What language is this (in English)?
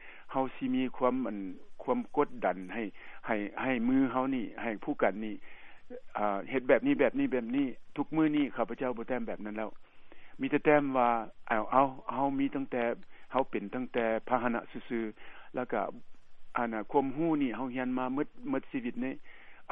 Lao